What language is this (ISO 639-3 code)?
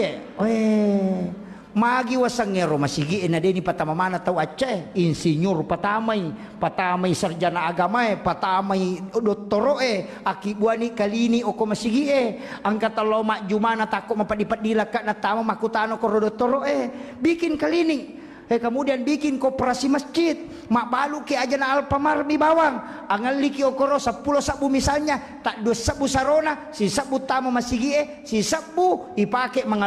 bug